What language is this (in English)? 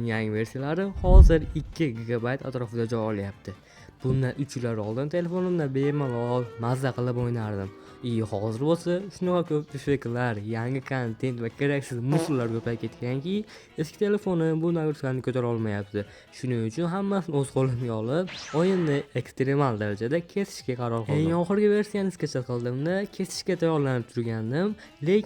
Uzbek